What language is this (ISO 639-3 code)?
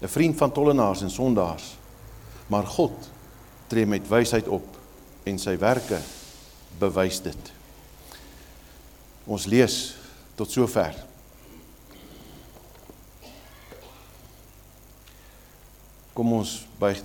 afr